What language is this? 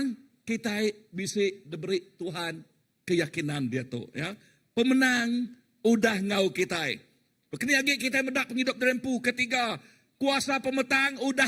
Iban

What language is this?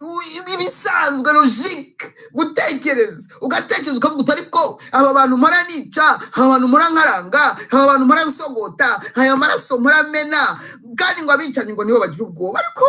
Kinyarwanda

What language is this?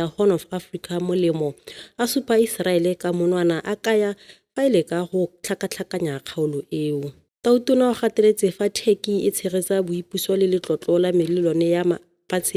Tswana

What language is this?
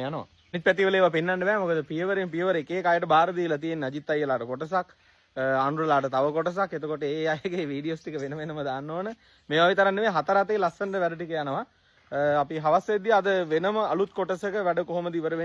Sinhala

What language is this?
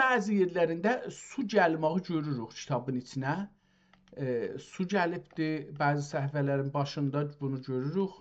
South Azerbaijani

